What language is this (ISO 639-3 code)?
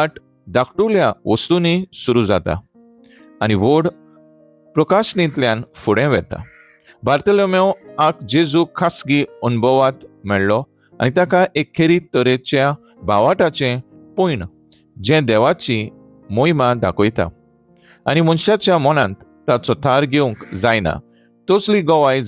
kok